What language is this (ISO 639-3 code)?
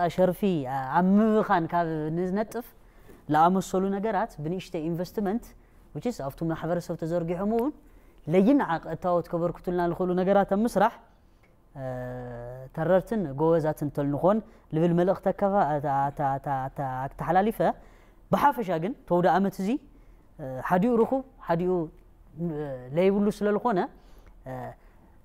tir